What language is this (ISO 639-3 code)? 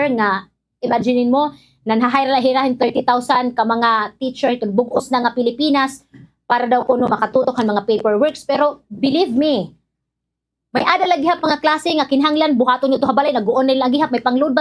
war